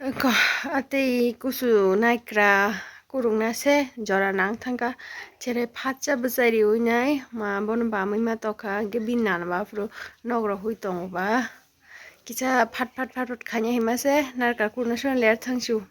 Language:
Kok Borok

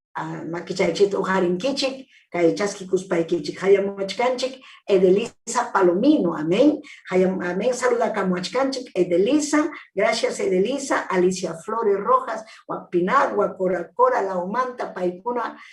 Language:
Ayacucho Quechua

